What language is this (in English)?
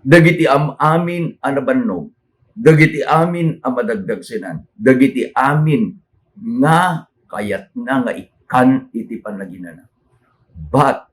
Iloko